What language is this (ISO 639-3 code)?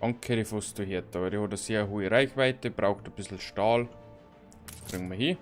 bar